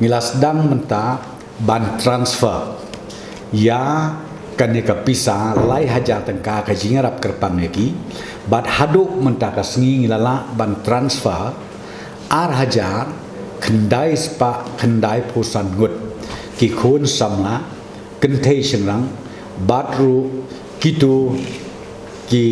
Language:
Khasi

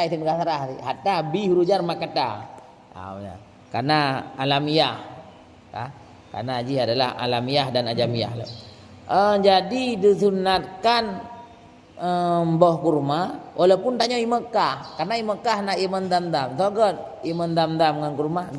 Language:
Achinese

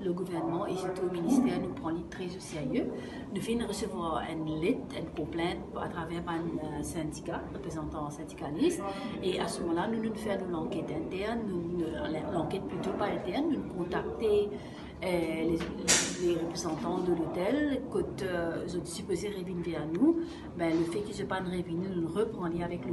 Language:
Morisyen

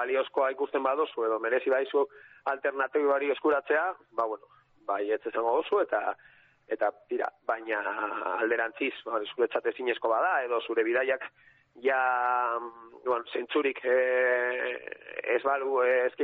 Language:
Basque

